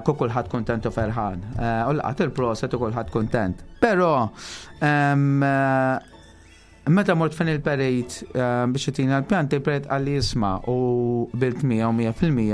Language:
Maltese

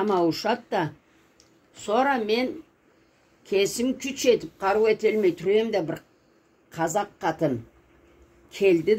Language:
Karachay-Balkar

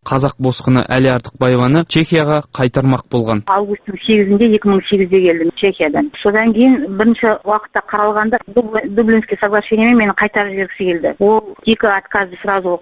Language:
Kazakh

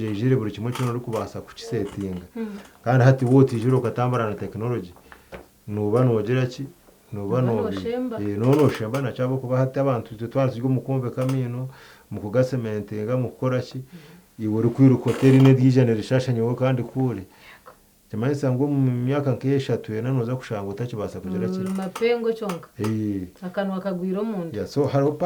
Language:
Nyankole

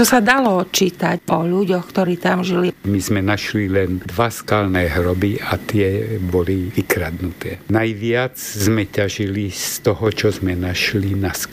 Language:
Slovak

